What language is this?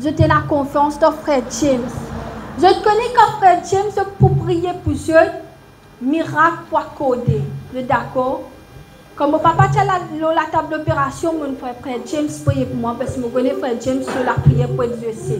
Morisyen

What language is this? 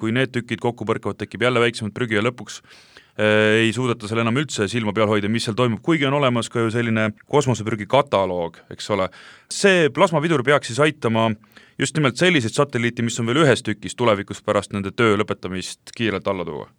Estonian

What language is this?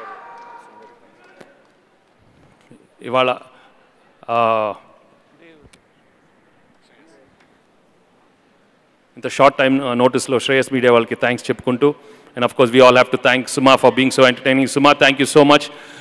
Telugu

